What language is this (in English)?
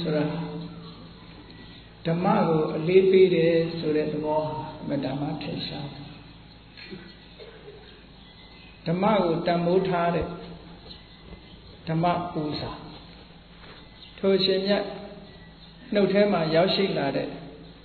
Burmese